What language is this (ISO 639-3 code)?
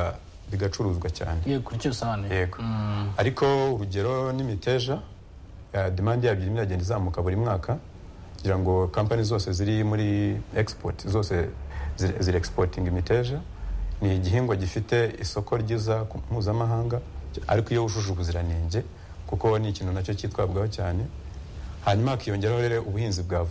kin